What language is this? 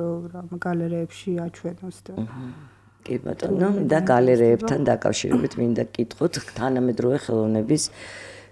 Georgian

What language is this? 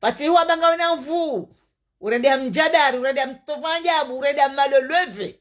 Ngazidja Comorian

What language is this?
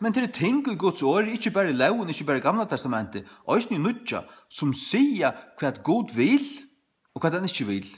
Faroese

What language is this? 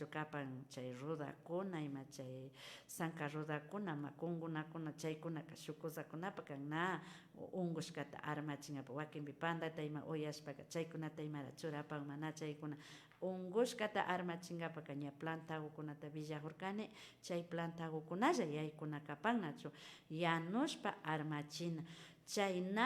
Imbabura Highland Quichua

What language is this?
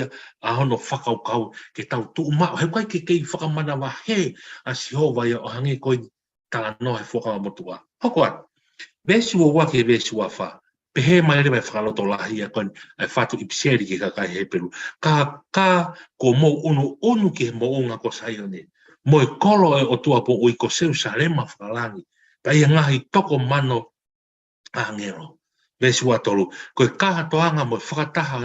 Tongan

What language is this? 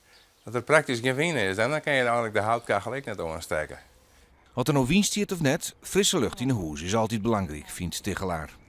Western Frisian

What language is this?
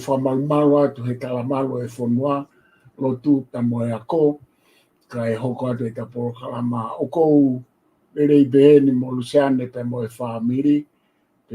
Tongan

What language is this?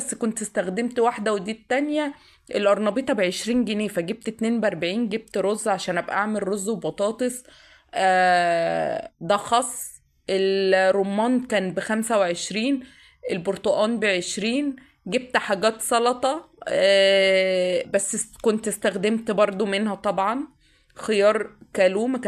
Egyptian Arabic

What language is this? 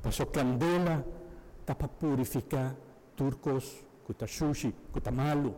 Papiamento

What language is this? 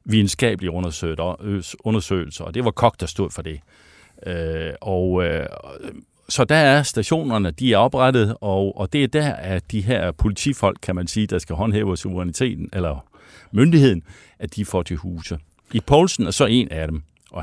Danish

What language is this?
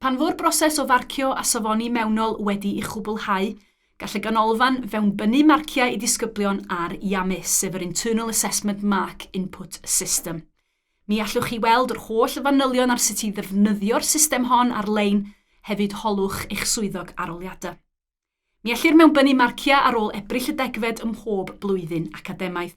Welsh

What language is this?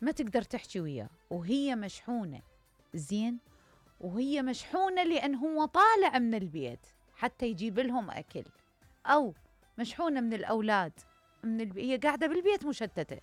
Mesopotamian Arabic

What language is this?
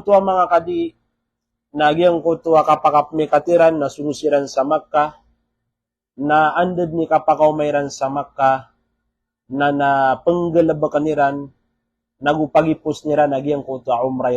Maranao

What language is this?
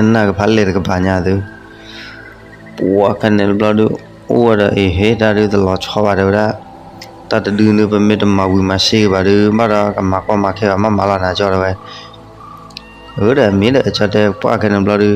S'gaw Karen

